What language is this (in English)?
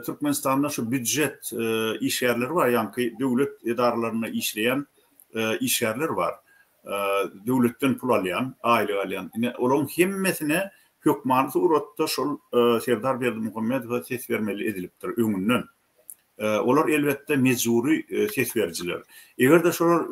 Turkmen